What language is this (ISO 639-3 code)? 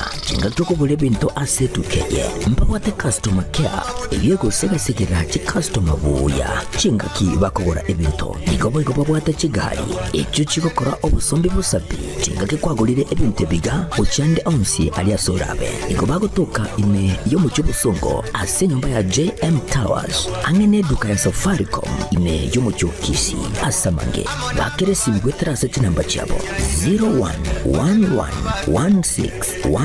guz